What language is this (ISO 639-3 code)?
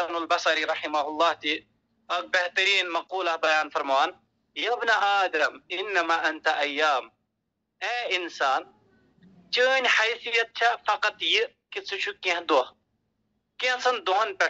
kas